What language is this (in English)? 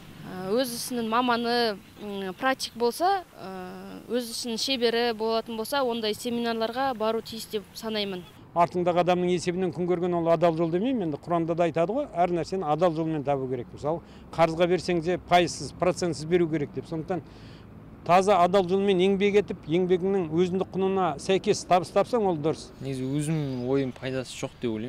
Kazakh